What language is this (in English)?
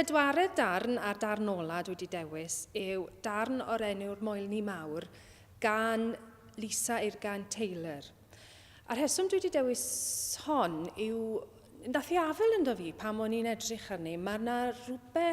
Welsh